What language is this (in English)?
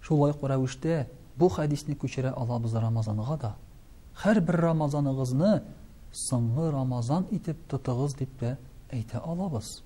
Tatar